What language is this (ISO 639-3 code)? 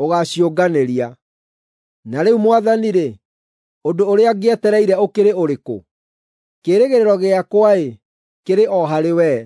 kik